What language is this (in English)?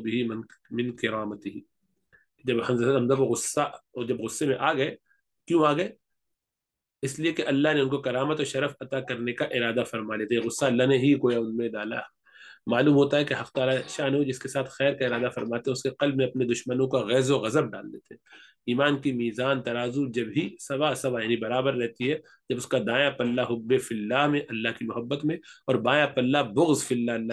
Urdu